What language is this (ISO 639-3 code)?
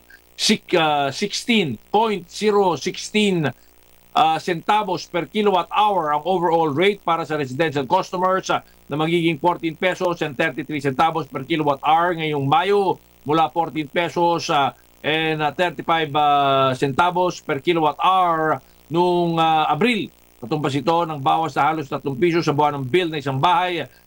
fil